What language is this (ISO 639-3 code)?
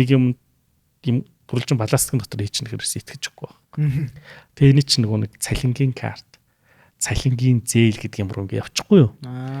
mon